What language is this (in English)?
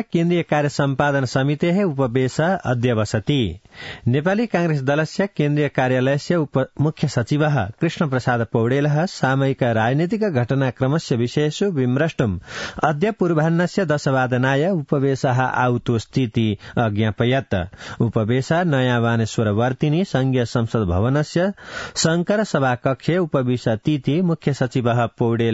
Sanskrit